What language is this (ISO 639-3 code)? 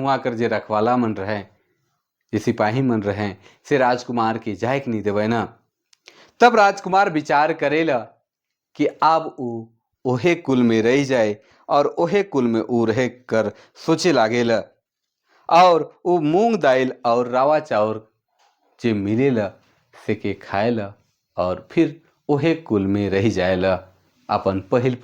sck